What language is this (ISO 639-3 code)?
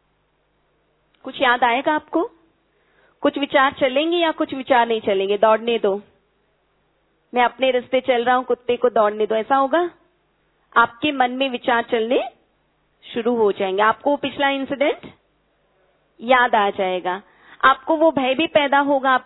hin